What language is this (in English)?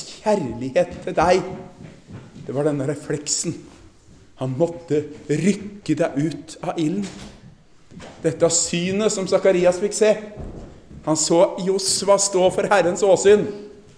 Norwegian